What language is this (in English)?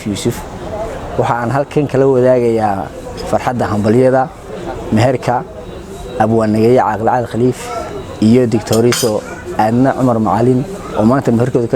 Somali